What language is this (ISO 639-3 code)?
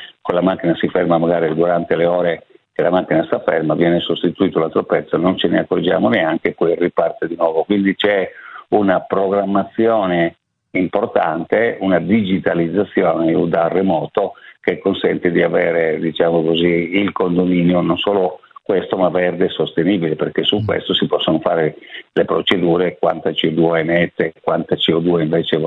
ita